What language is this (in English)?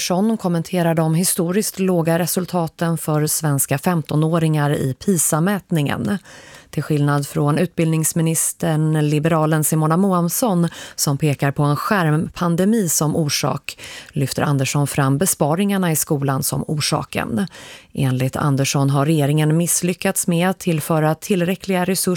Swedish